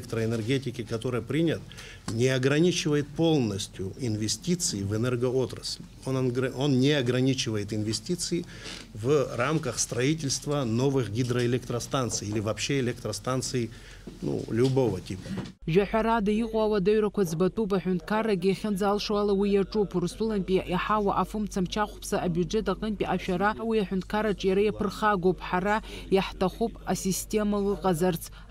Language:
Abkhazian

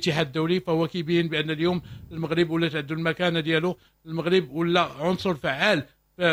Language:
Moroccan Arabic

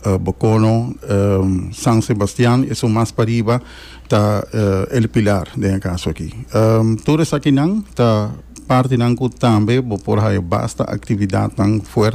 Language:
Papiamento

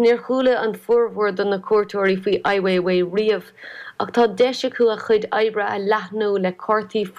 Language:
Irish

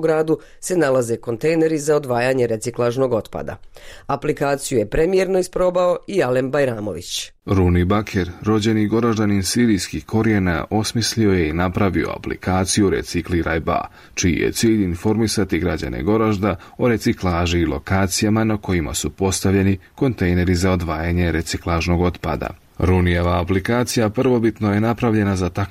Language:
Bosnian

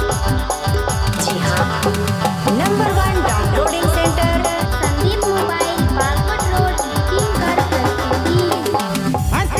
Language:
Sadri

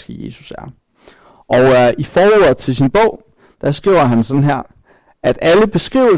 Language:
Danish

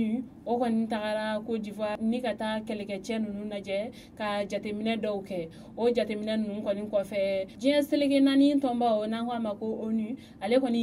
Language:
Bambara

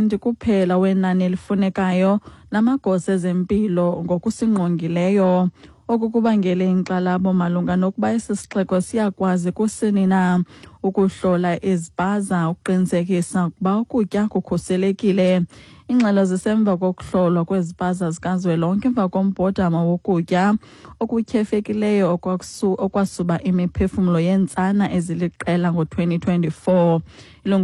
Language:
Xhosa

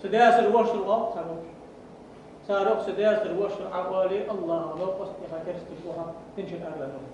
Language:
Ingush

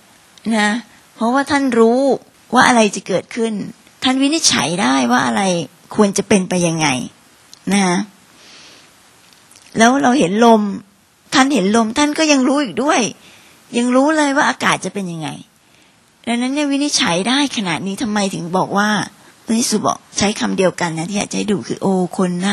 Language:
Thai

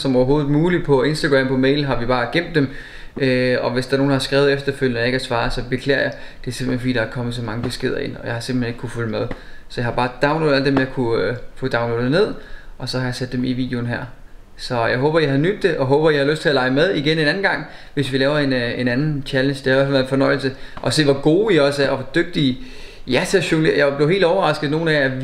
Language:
Danish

